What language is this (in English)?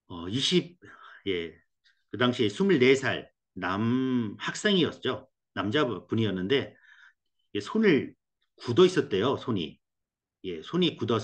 Korean